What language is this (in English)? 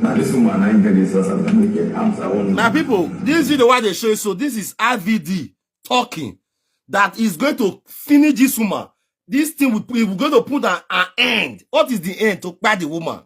Nigerian Pidgin